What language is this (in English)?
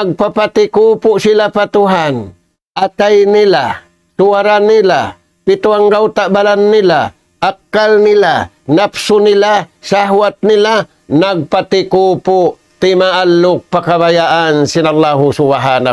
Tausug